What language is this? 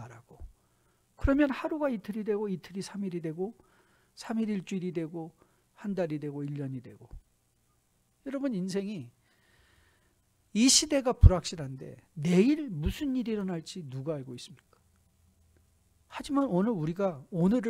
Korean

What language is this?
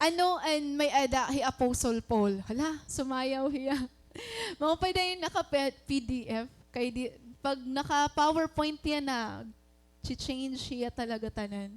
Waray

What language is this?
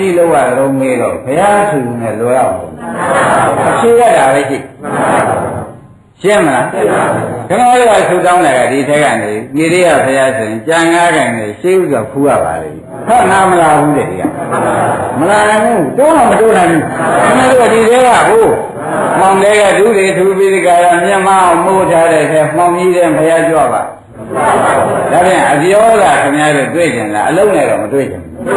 Burmese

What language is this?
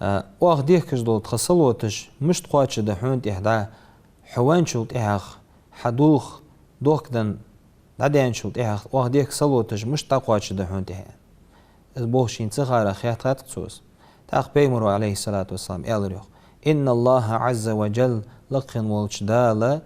Ingush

